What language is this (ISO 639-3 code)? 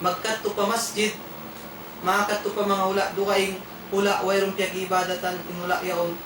tsg